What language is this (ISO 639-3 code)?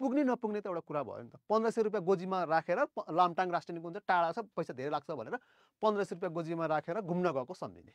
nep